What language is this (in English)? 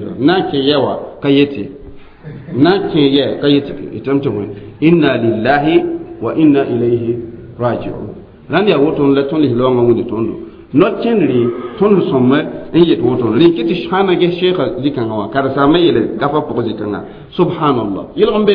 Mossi